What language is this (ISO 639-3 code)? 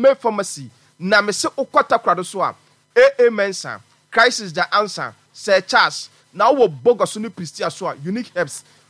aka